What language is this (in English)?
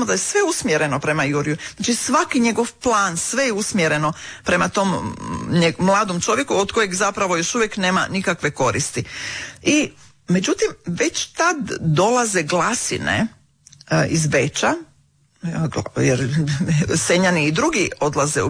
Croatian